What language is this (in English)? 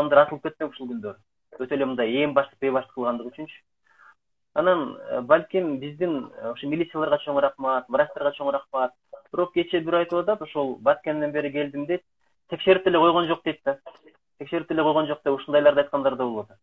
Kyrgyz